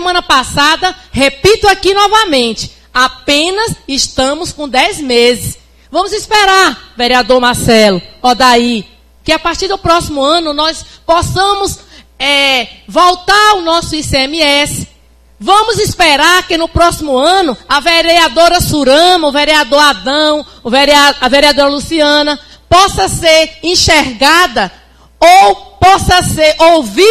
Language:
Portuguese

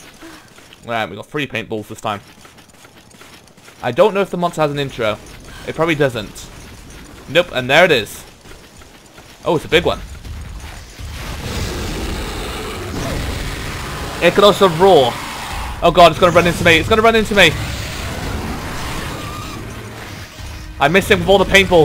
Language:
English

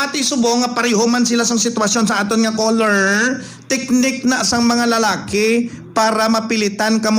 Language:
Hiligaynon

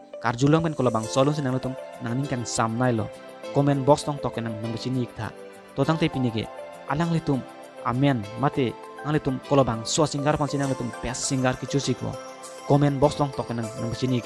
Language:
Karbi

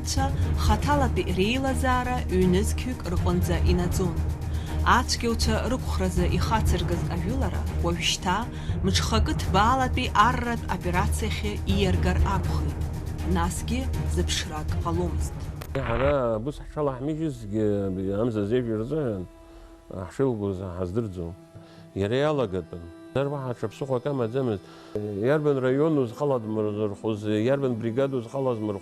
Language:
Abkhazian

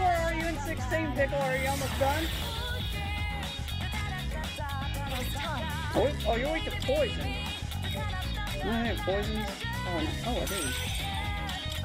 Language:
English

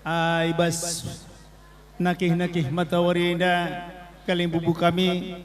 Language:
Batak Karo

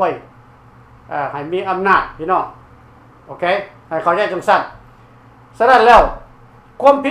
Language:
Lao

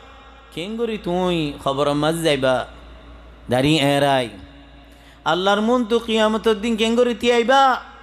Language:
Rohingya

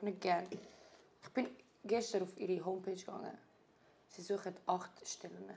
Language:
Swiss German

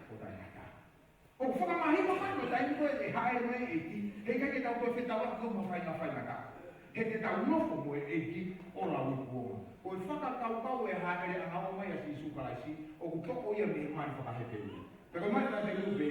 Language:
Tongan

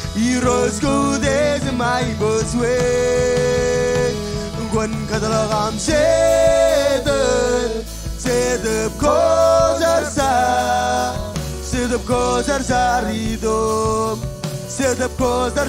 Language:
Marshallese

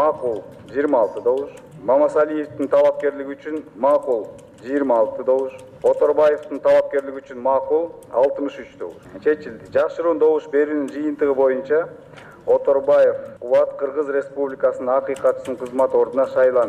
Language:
Kyrgyz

